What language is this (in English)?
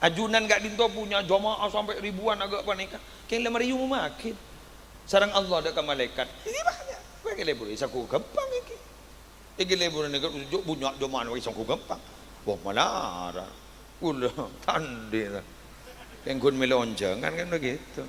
Madurese